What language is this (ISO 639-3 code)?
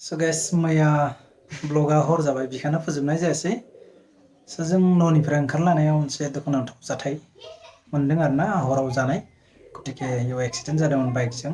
brx